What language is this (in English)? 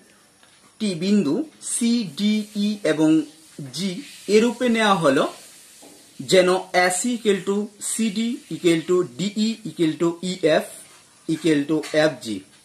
Bangla